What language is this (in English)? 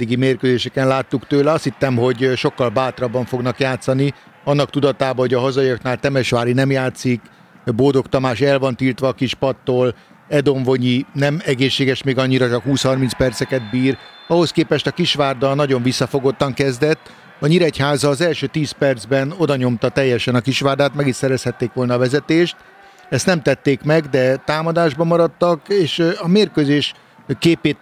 Hungarian